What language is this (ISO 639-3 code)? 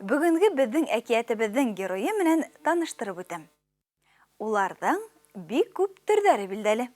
bak